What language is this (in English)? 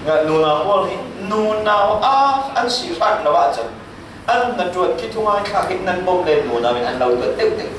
Falam Chin